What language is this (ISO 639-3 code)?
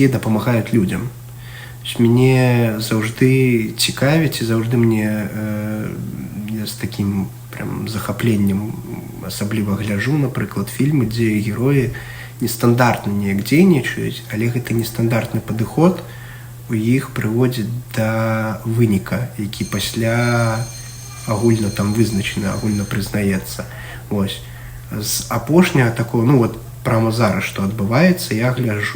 bel